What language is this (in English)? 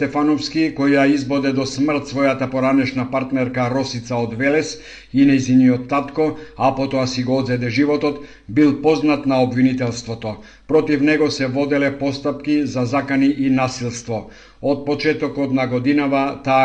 Macedonian